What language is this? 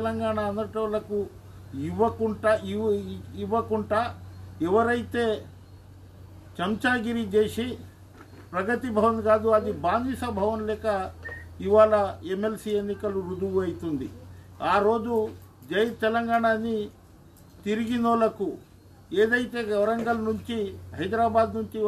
Telugu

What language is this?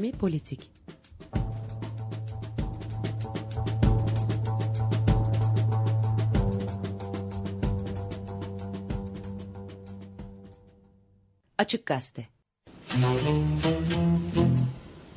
Turkish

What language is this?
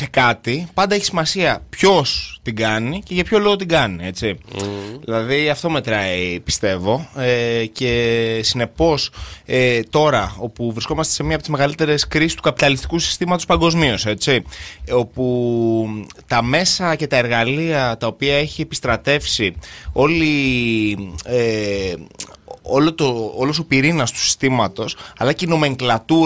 Greek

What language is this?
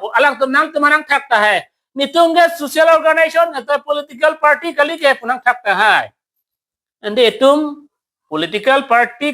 Karbi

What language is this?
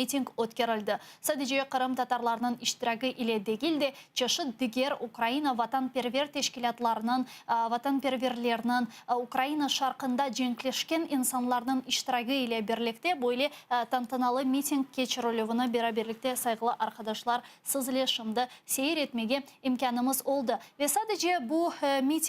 Crimean Tatar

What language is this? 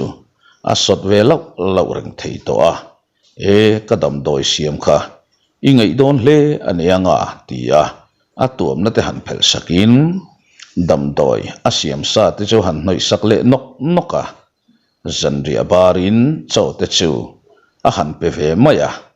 Mizo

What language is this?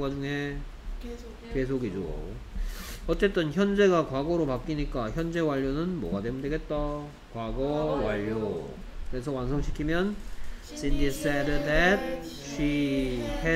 Korean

